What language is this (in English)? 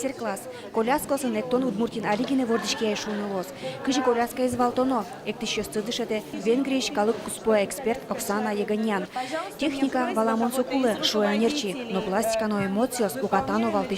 Udmurt